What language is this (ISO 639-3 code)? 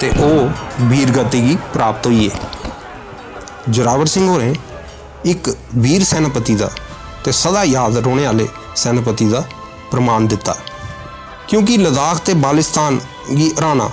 doi